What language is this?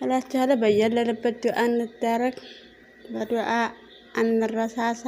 Amharic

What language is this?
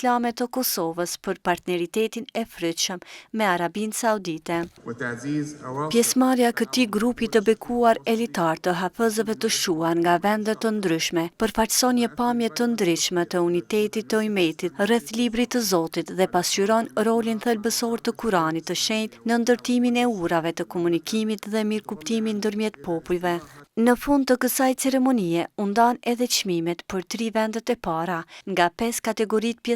Albanian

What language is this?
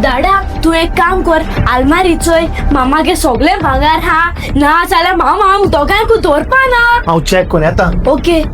Konkani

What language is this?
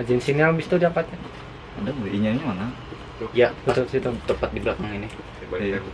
Banjar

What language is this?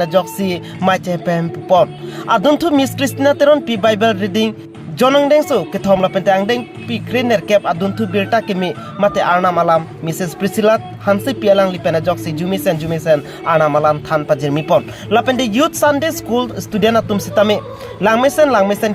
Karbi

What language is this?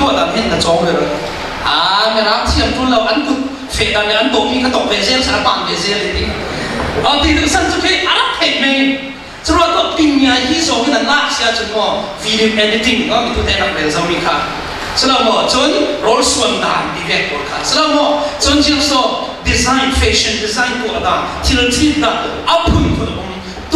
Falam Chin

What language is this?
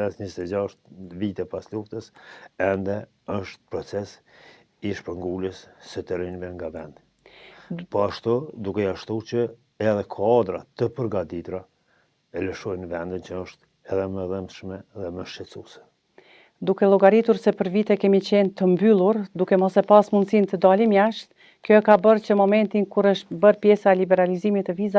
Albanian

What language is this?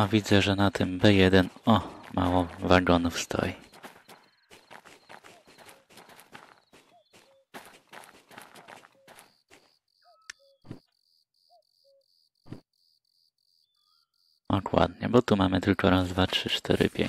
Polish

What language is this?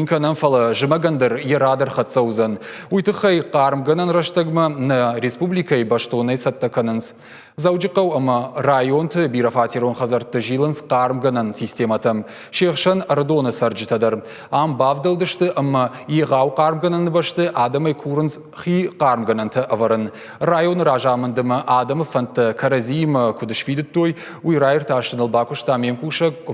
Ossetic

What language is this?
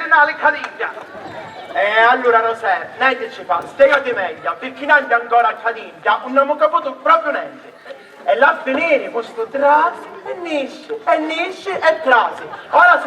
Sicilian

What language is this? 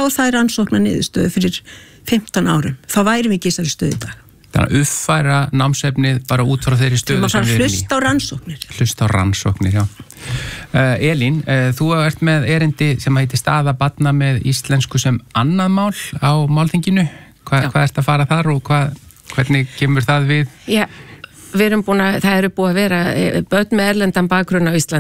Icelandic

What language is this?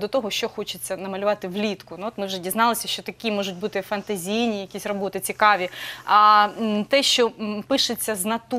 Ukrainian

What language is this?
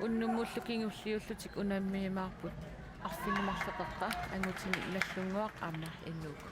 Kalaallisut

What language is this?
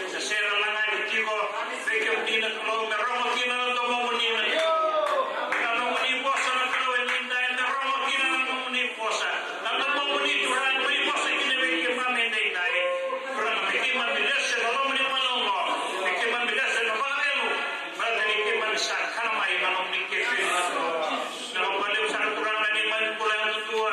Fijian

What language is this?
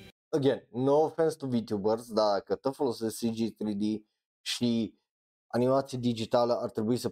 Romanian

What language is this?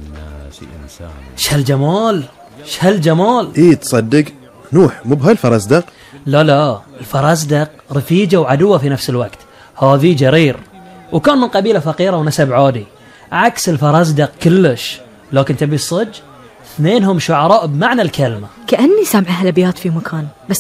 Gulf Arabic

